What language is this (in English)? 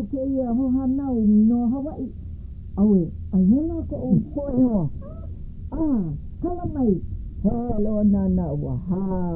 Hawaiian